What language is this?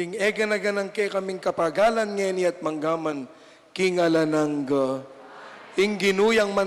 Pampanga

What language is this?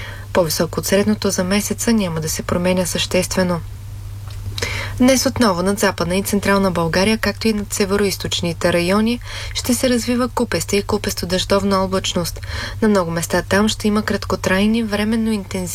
Bulgarian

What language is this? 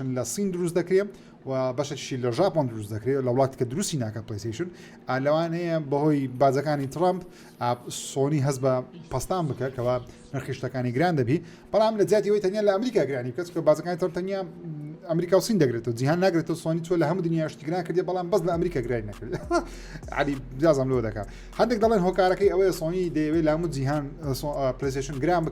Central Kurdish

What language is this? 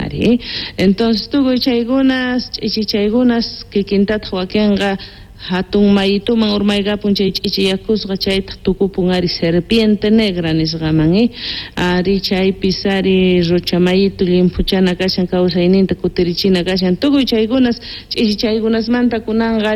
South Bolivian Quechua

